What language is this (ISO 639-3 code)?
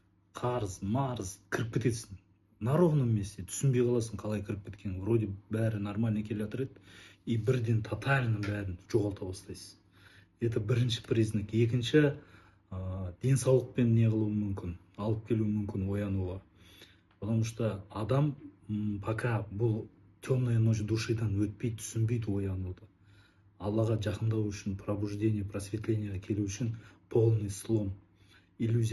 kaz